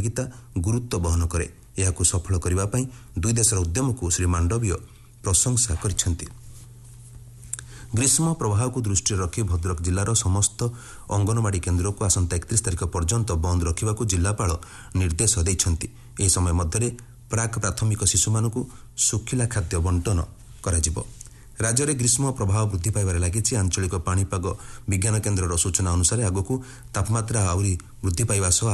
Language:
Odia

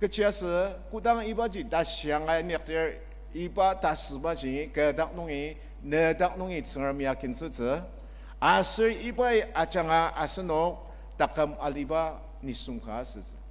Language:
Ao Naga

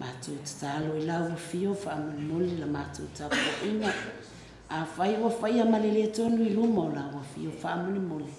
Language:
Samoan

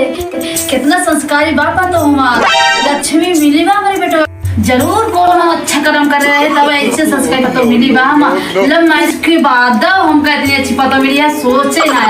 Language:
Awadhi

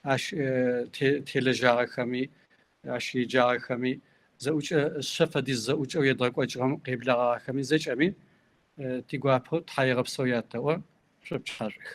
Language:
Kabardian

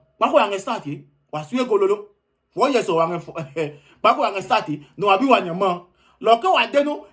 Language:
Adangme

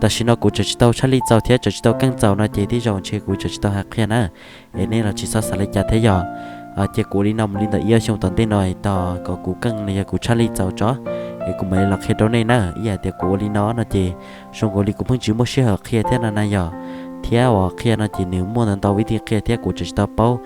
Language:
Hmong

